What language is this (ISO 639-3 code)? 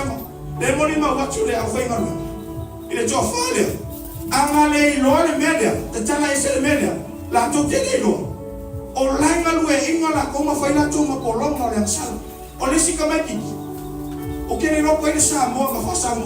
smo